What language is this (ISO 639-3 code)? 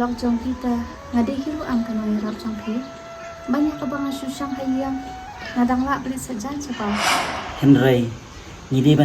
kha